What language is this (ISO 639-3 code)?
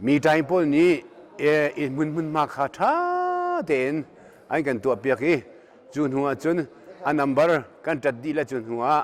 cnh